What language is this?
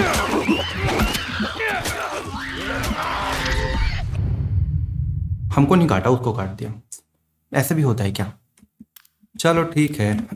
Hindi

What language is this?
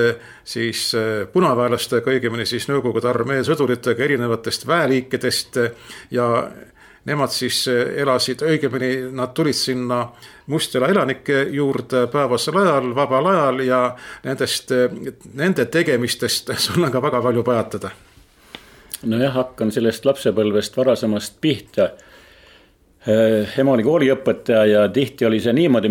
Estonian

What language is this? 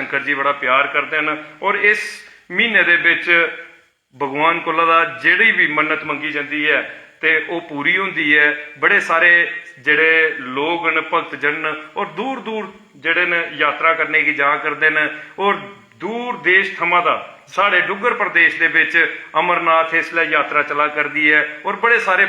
Dogri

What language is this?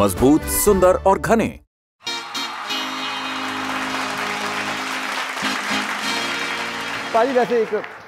Punjabi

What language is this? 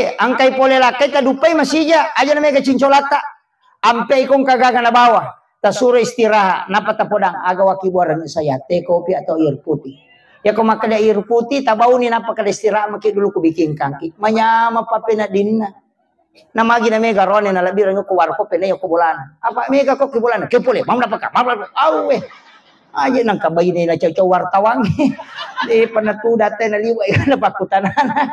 Buginese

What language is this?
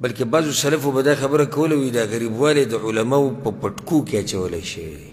Pashto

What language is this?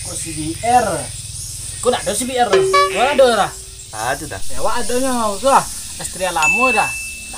Minangkabau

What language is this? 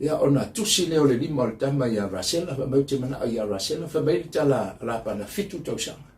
Samoan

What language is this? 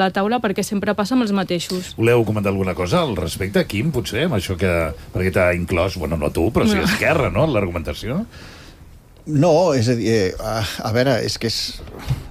Catalan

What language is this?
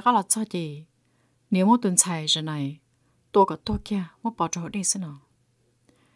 Vietnamese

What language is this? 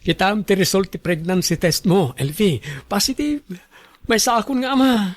Iloko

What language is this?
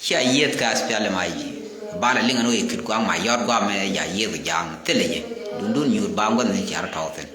Nuer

